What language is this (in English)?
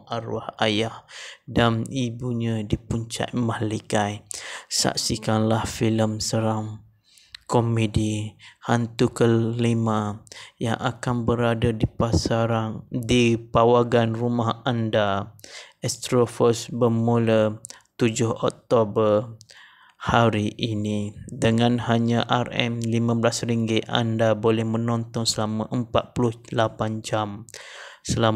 Malay